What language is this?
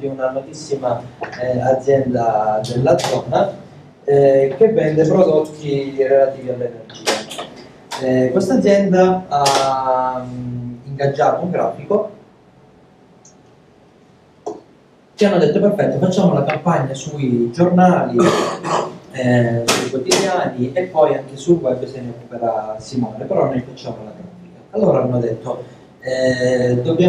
Italian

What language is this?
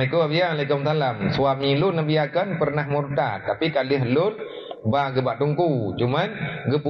Achinese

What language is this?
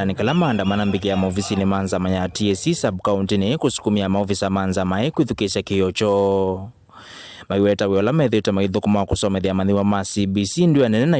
Kamba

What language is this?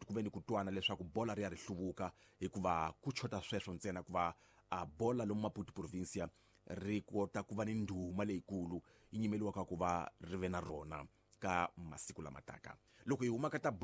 Tsonga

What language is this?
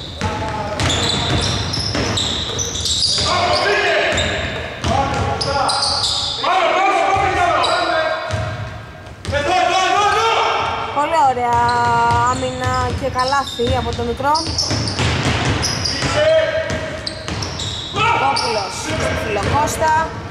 Greek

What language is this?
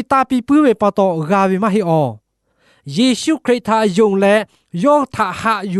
Lahu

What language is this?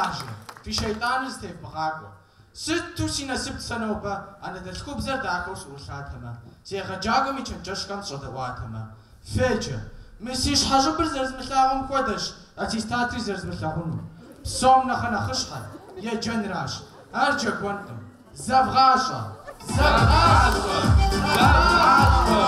Kabardian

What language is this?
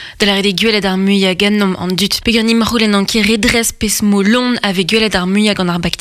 Breton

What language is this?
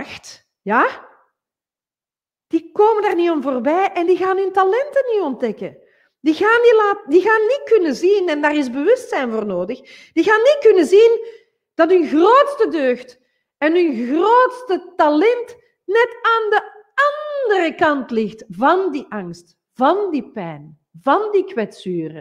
Dutch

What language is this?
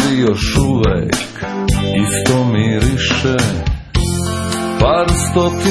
Serbian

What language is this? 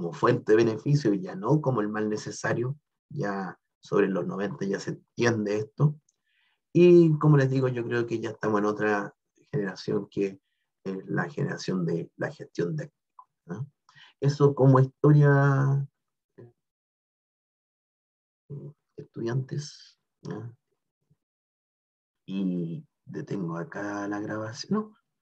Spanish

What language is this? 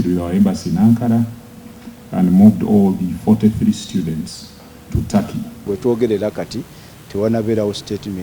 Nyankole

